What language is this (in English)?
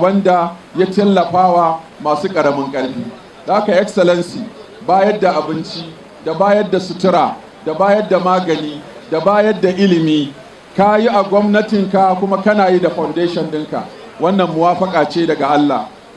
Hausa